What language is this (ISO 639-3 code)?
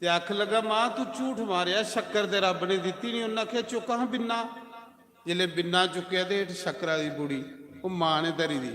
doi